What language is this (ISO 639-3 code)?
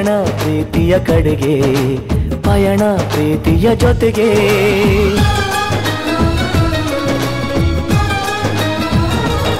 kan